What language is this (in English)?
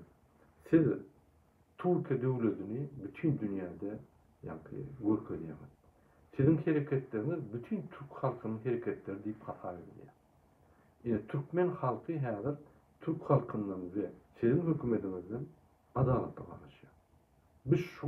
Turkmen